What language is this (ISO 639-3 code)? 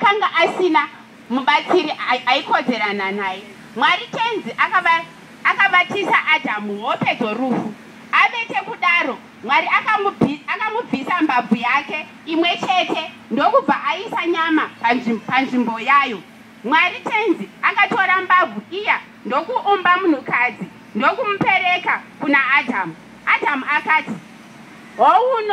sna